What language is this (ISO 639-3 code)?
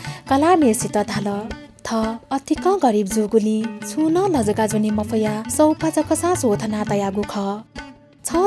new